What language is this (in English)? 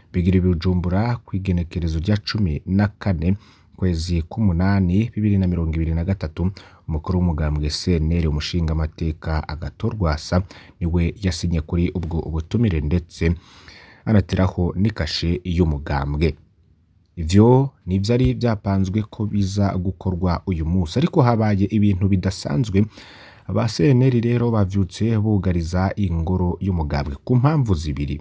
Rundi